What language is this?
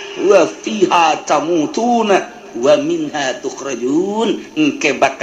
Sundanese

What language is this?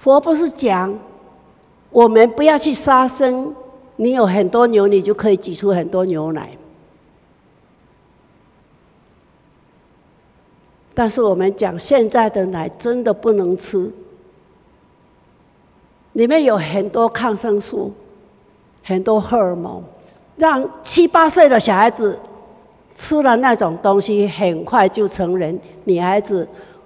Chinese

